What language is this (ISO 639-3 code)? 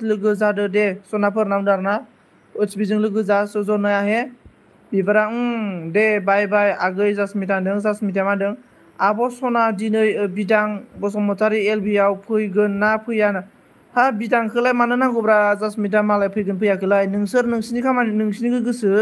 brx